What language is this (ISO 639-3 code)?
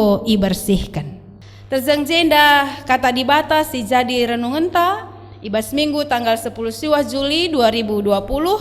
btx